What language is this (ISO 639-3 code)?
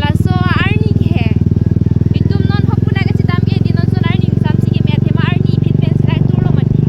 mjw